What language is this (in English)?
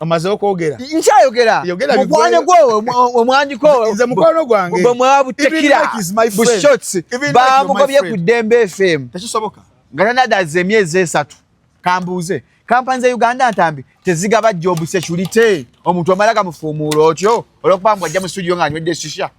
Ganda